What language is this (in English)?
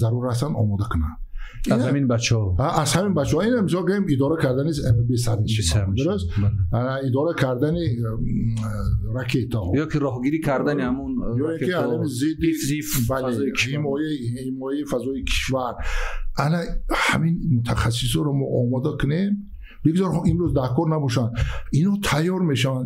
Tajik